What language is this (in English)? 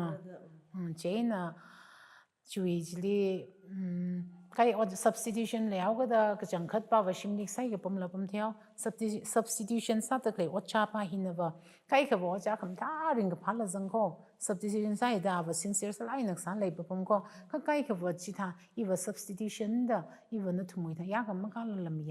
Tangkhul Naga (India)